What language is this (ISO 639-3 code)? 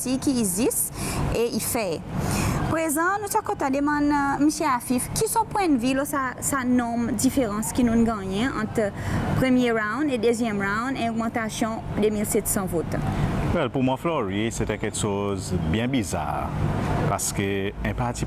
crs